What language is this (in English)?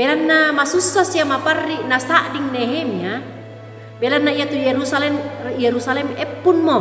Toraja-Sa'dan